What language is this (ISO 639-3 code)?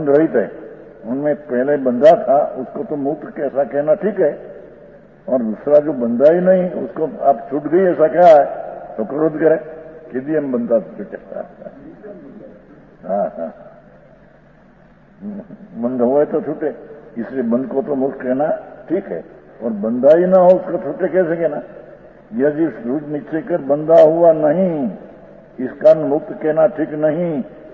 guj